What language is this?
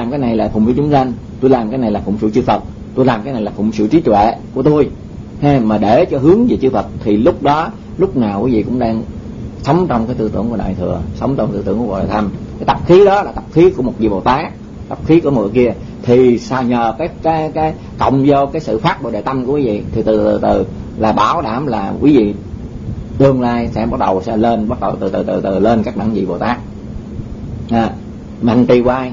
Vietnamese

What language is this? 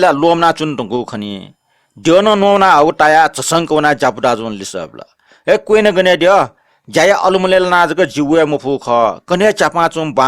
Newari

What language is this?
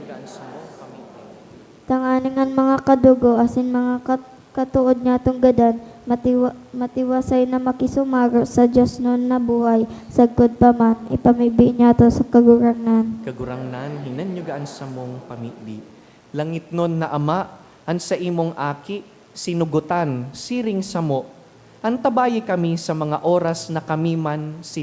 Bikol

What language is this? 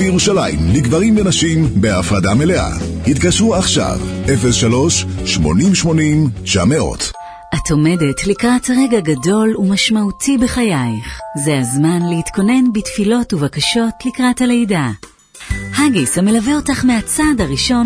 Hebrew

